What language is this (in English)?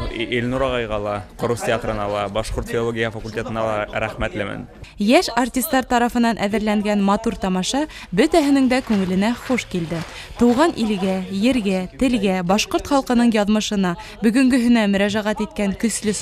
Bashkir